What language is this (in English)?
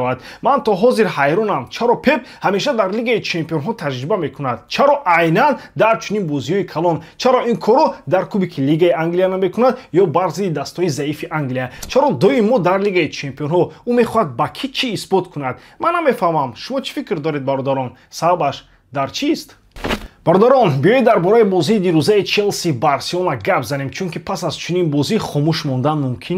Tajik